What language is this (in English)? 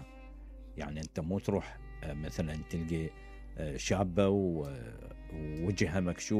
Mesopotamian Arabic